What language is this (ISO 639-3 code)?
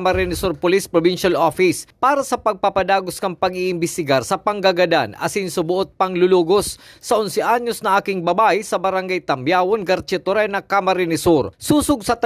bik